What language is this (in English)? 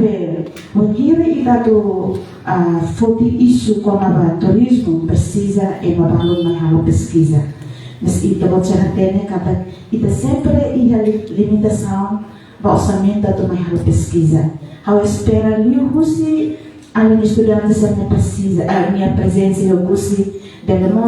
Tetum